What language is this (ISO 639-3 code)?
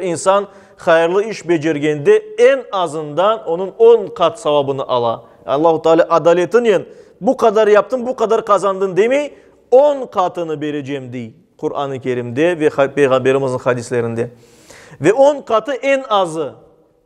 crh